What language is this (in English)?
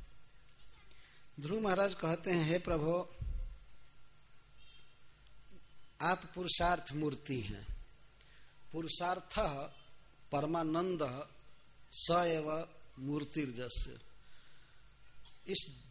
Hindi